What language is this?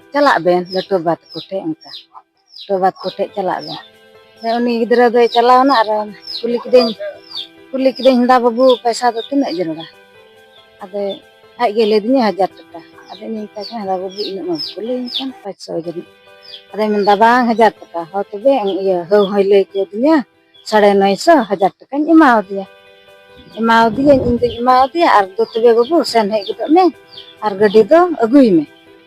Santali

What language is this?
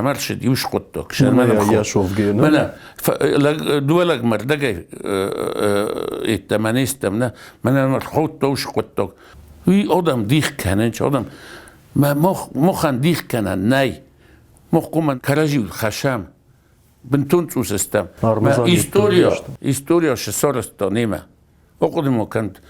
Ossetic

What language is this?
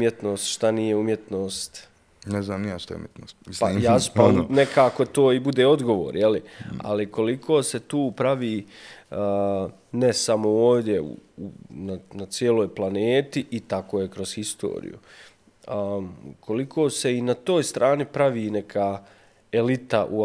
Bosnian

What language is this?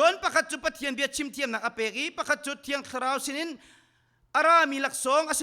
Hakha Chin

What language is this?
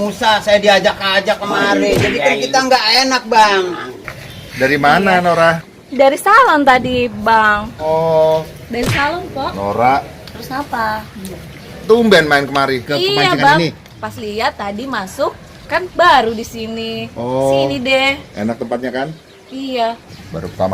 Betawi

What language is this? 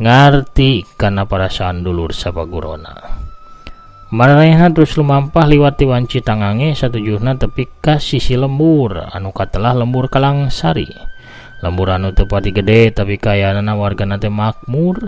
Sundanese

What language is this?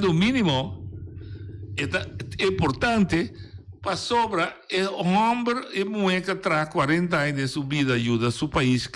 Papiamento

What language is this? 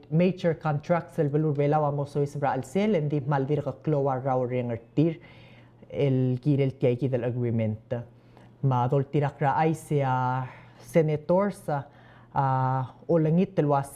Palauan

